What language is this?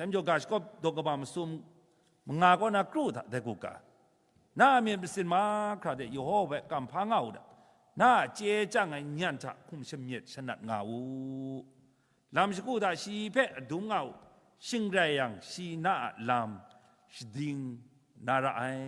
Kachin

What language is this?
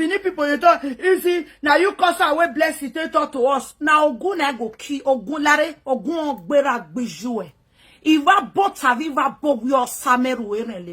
Nigerian Pidgin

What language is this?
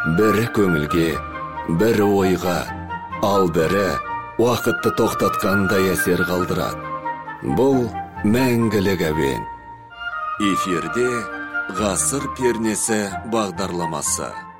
Kazakh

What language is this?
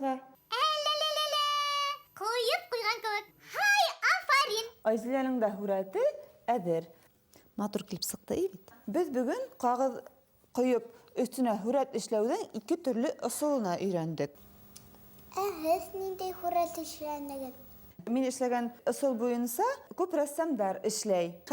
Bashkir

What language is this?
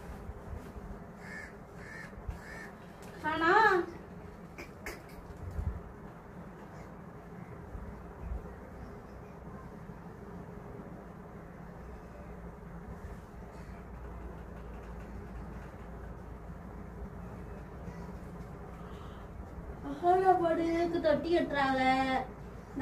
Tamil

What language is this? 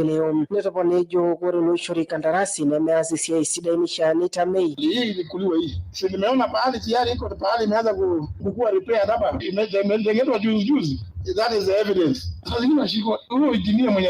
Masai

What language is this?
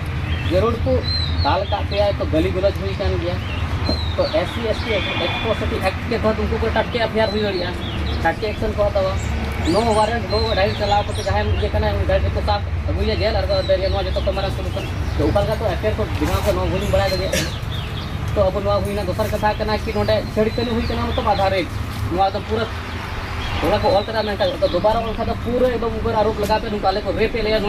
Santali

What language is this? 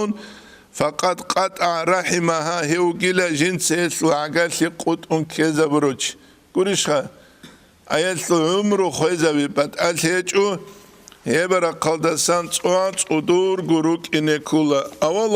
Avaric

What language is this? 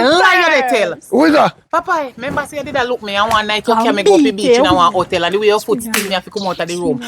Jamaican Creole English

